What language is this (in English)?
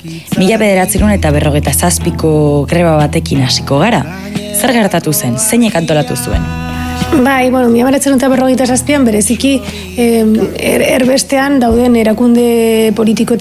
Basque